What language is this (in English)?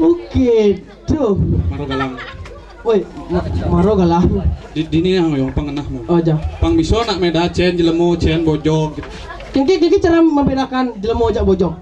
Balinese